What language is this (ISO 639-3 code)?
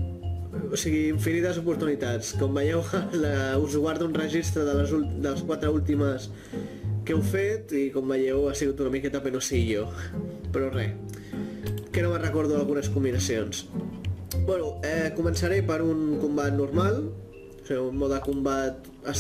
cat